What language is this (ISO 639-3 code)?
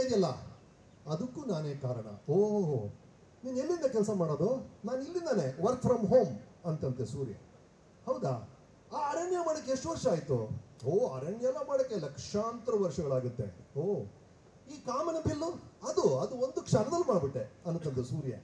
kan